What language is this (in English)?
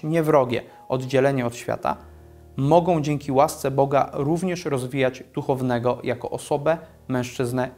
Polish